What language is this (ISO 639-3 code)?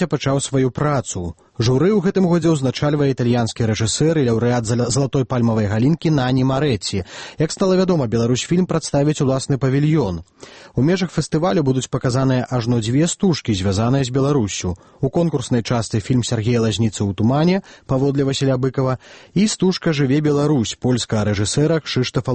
bel